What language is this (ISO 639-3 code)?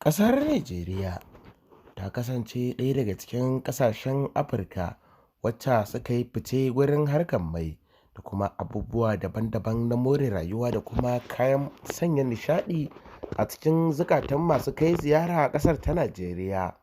hau